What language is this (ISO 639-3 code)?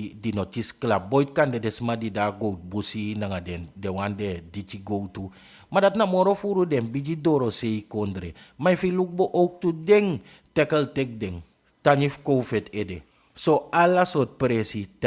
srn